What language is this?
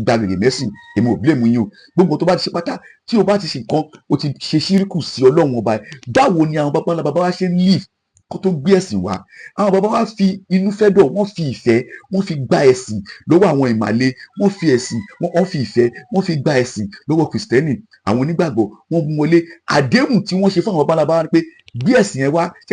Yoruba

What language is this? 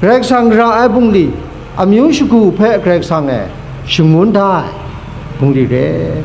Kachin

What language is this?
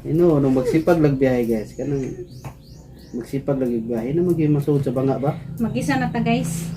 Cebuano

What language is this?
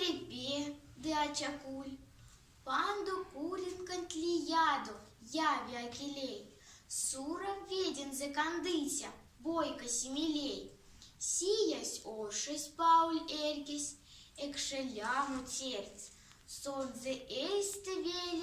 Erzya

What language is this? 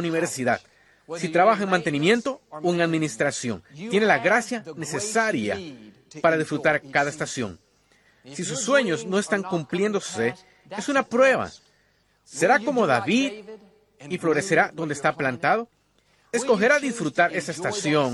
Spanish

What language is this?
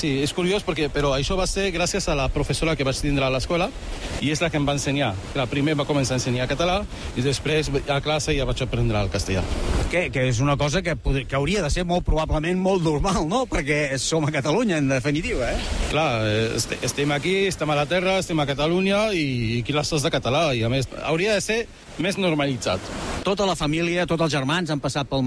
Catalan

